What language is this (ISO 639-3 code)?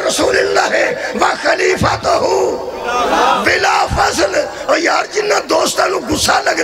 lah